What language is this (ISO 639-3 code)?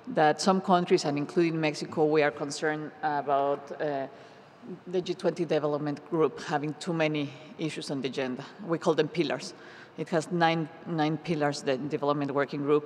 eng